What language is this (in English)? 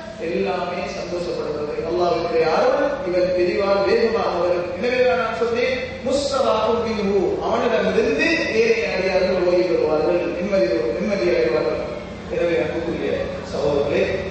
Tamil